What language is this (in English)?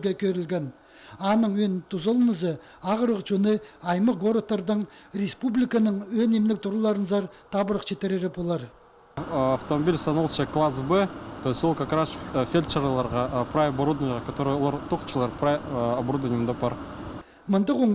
Khakas